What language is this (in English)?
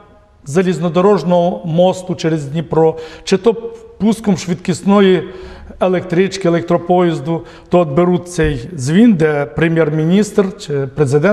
Ukrainian